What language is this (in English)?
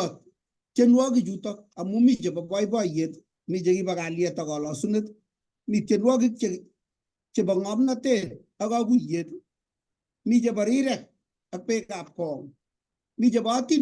Kalenjin